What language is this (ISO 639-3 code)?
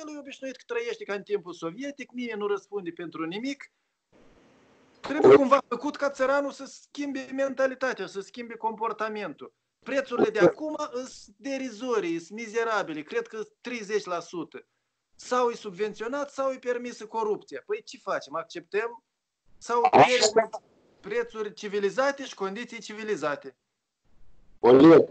ron